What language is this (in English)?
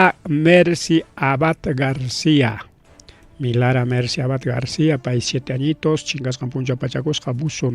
Ayacucho Quechua